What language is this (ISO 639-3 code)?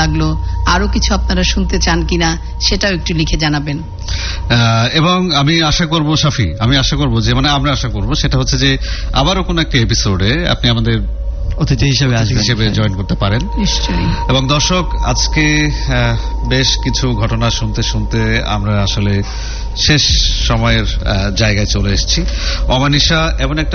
ben